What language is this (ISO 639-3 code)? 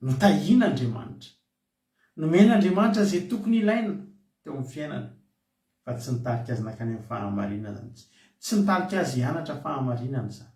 mlg